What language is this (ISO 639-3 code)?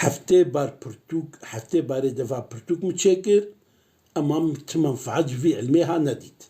kur